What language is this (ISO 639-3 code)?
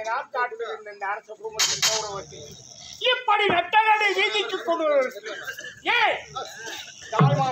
tam